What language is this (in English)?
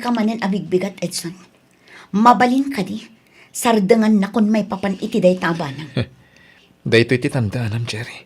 Iloko